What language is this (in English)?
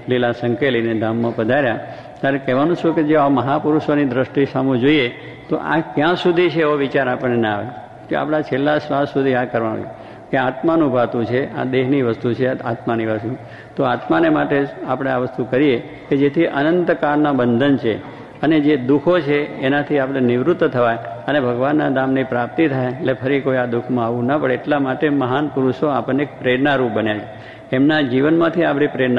Gujarati